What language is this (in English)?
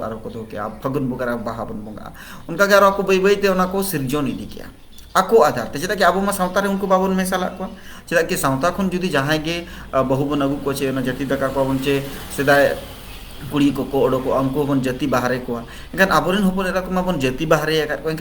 Santali